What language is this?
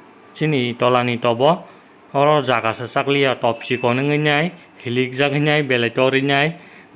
Kok Borok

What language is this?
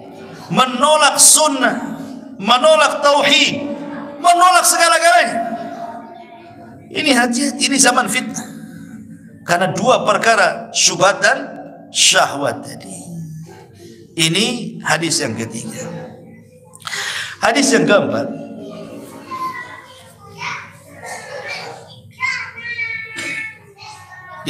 Indonesian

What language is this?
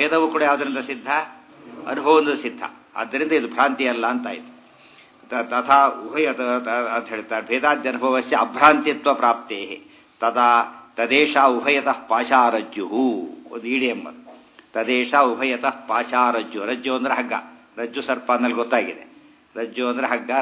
Kannada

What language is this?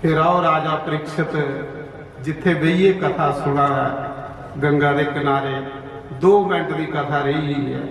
Dogri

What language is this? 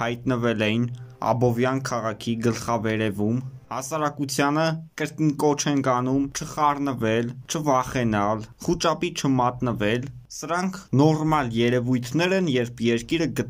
Armenian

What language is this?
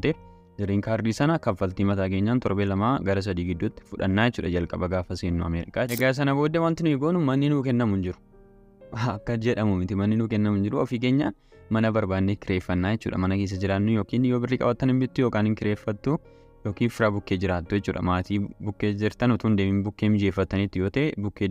Oromo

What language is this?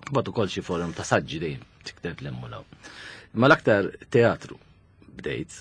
Maltese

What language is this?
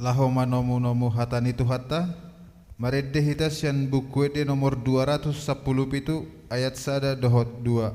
Batak Toba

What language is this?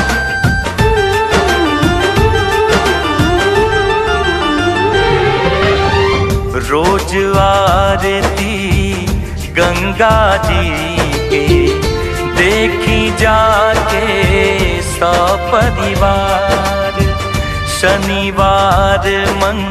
Bhojpuri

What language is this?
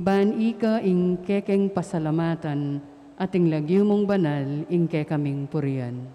Pampanga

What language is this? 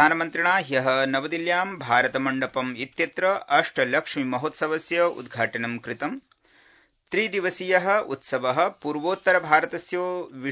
Sanskrit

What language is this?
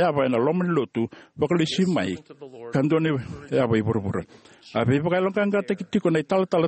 Fijian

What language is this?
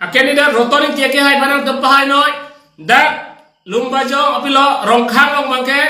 Karbi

